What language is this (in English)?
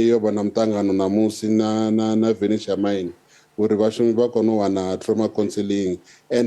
Venda